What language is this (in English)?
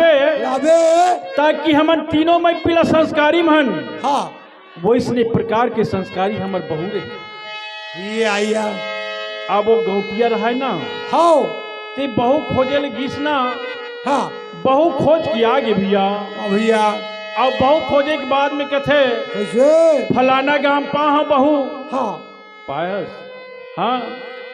Chhattisgarhi